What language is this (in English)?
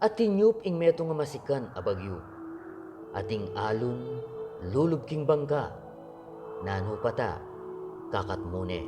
Pampanga